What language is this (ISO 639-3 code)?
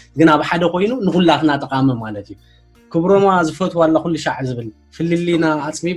tir